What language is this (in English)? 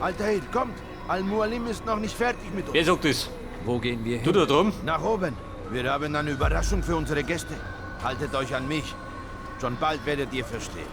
Bavarian